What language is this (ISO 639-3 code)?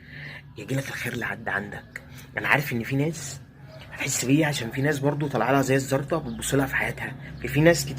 arz